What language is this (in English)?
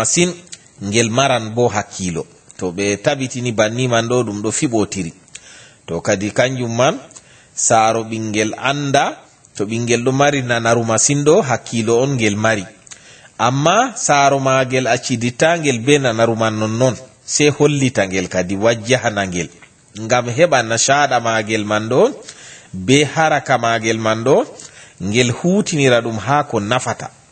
Fula